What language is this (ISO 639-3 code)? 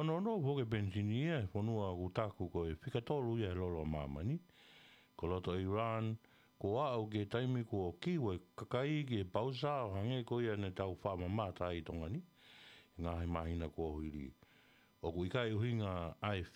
ton